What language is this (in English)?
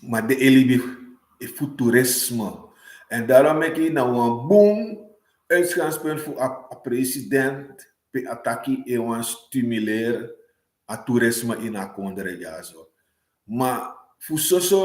Sranan Tongo